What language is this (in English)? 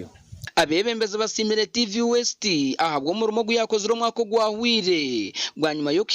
Nyankole